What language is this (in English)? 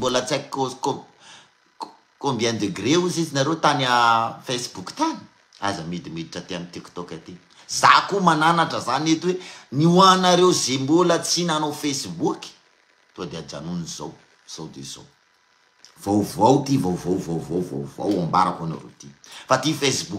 Malagasy